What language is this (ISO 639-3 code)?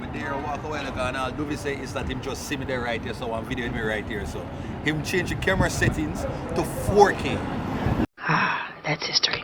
jam